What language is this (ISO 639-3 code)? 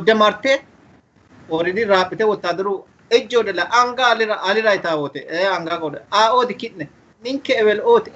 sid